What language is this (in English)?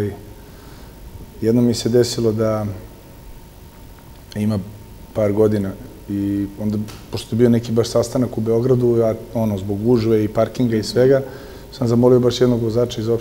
Serbian